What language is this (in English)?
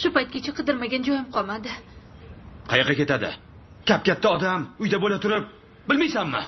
Uzbek